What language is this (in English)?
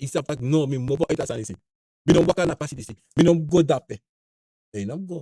Sranan Tongo